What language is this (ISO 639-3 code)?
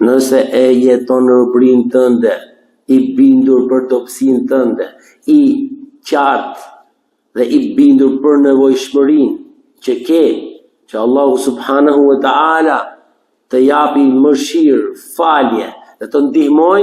sqi